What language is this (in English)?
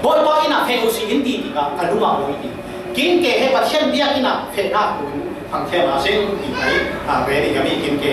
Falam Chin